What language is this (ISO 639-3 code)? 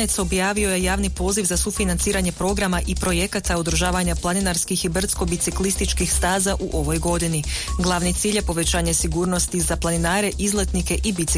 hrv